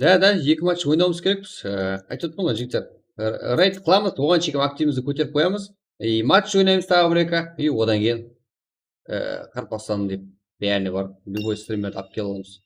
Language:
Kara-Kalpak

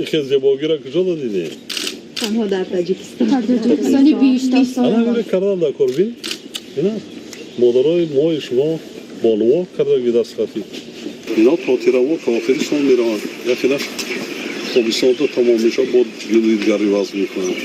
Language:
Tajik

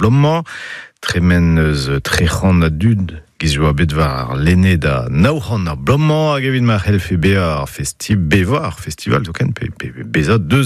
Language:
Breton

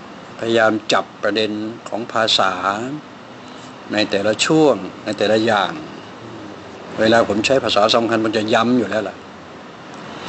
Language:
Thai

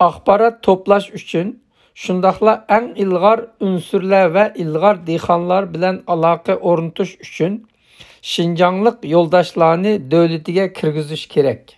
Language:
Uyghur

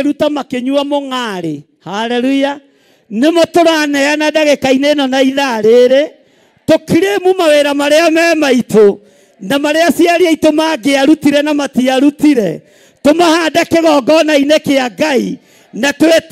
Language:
Kikuyu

